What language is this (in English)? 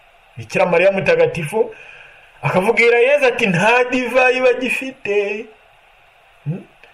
Kinyarwanda